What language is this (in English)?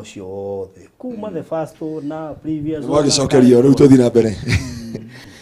Kikuyu